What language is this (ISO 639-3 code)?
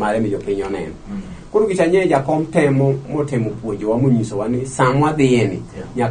luo